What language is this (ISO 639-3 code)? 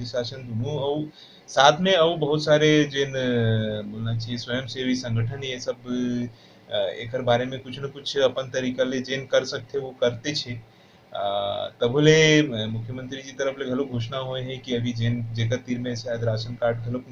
hne